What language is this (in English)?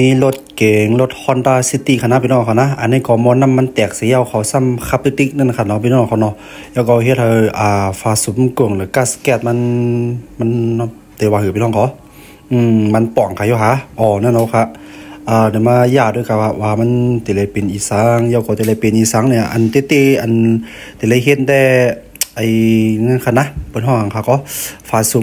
Shan